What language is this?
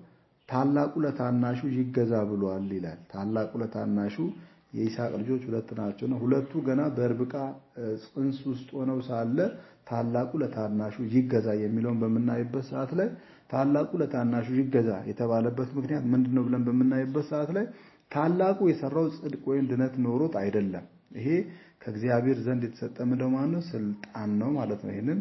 Amharic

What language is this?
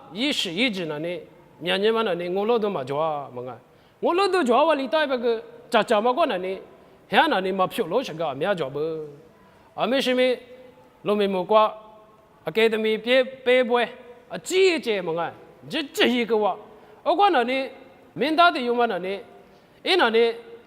Lisu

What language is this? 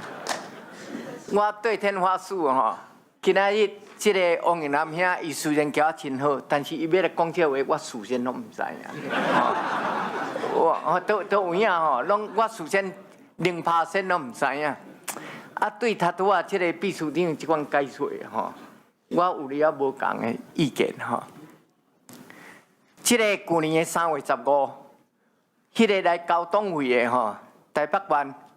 Min Nan Chinese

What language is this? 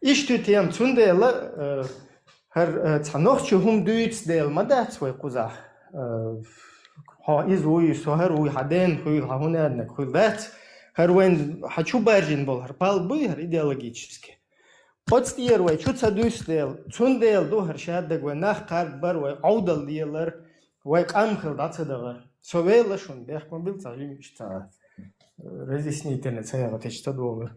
Chechen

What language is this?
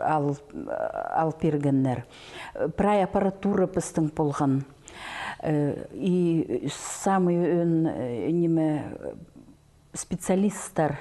Khakas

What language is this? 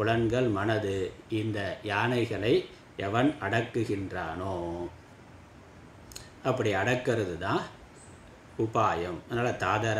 Tamil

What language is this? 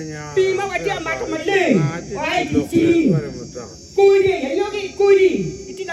Acoli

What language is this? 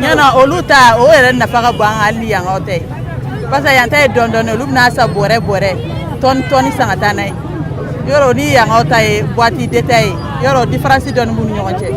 Bambara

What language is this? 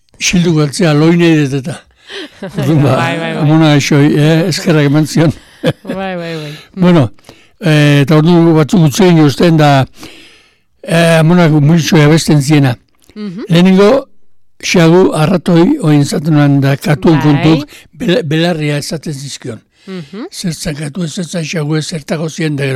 Basque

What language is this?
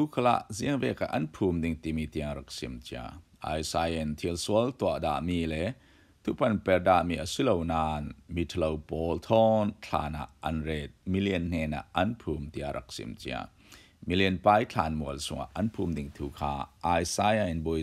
Falam Chin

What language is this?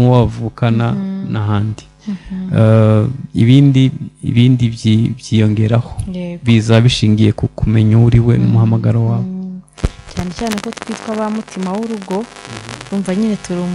Kinyarwanda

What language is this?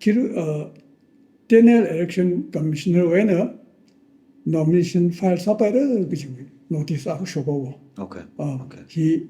Tangkhul Naga (India)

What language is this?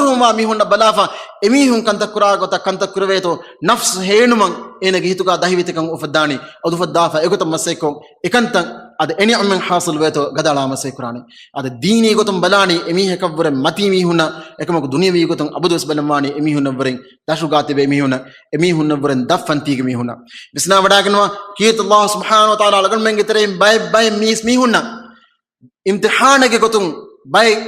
Divehi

